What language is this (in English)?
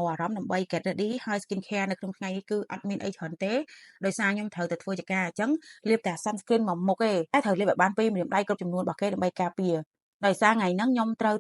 Khmer